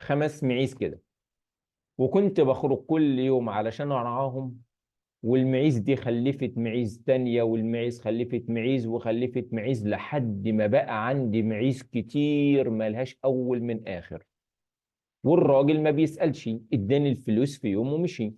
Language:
Egyptian Arabic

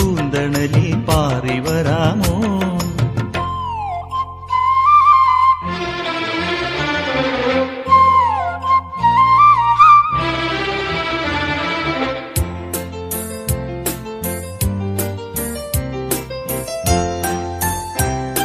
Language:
Malayalam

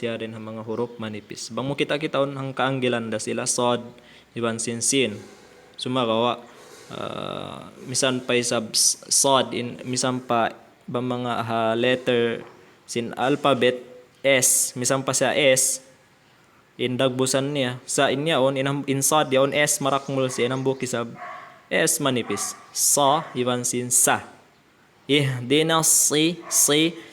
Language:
Tausug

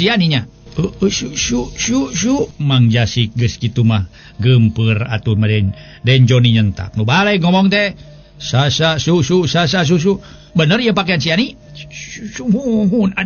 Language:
Sundanese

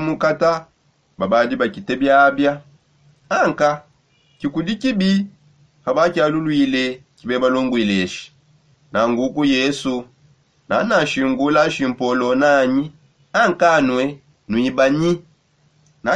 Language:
Songe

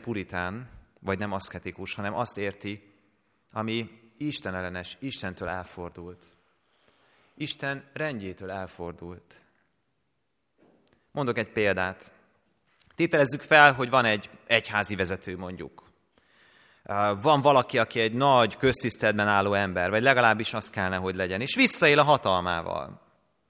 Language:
Hungarian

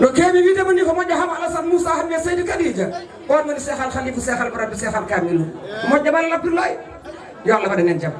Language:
Fula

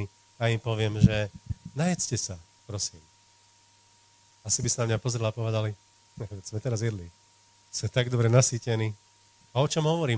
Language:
Slovak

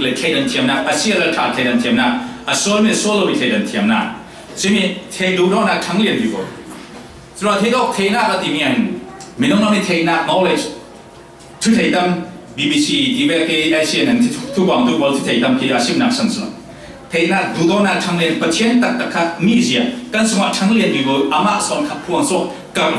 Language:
Falam Chin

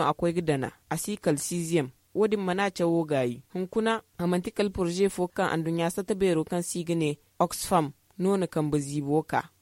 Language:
Zarma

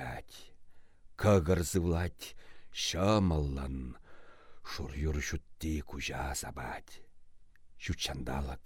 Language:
Chuvash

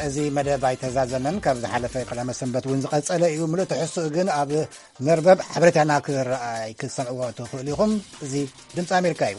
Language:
Tigrinya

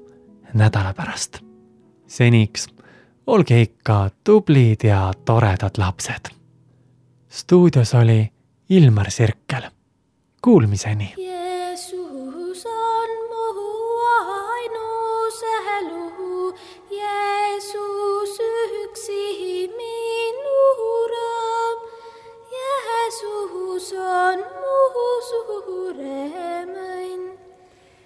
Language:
Estonian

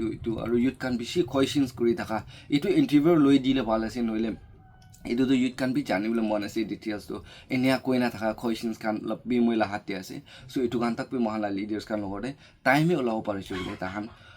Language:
Naga Pidgin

